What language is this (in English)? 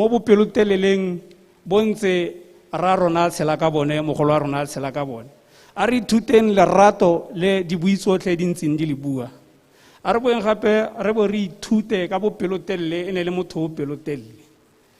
Tswana